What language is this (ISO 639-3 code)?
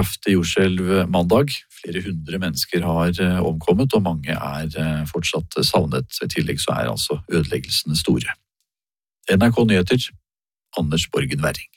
nor